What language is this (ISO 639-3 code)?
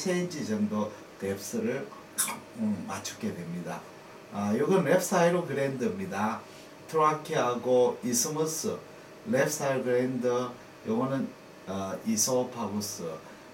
kor